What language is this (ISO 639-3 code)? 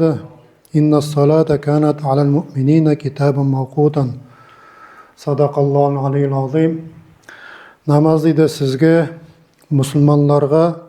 nog